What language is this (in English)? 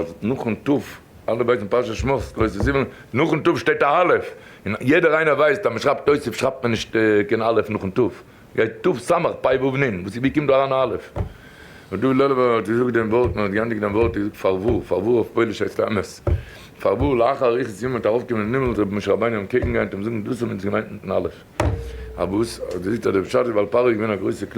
Yiddish